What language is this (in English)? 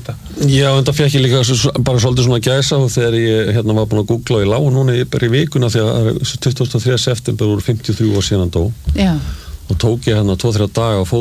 Icelandic